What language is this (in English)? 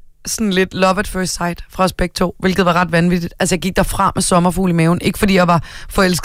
Danish